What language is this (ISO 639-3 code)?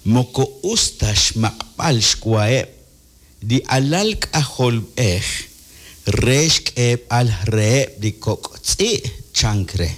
kek